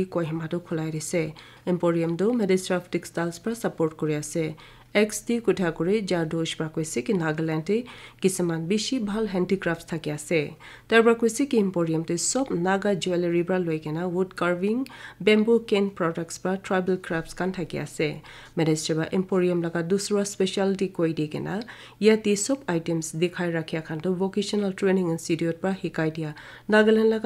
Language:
Naga Pidgin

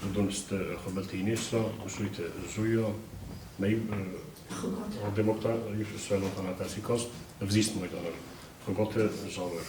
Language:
Ossetic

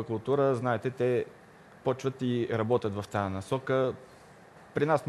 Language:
Bulgarian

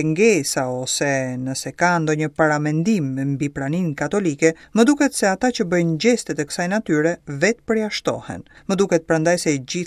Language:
Albanian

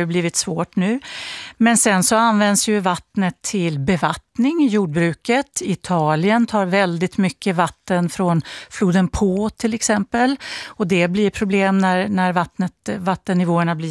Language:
Swedish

